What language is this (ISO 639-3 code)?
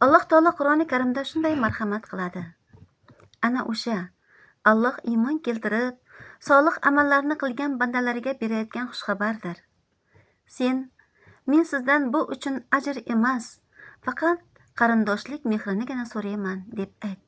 uzb